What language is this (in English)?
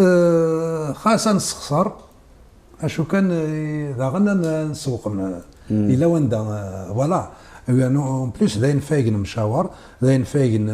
Kabyle